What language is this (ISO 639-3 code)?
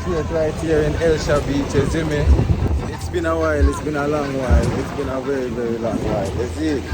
jam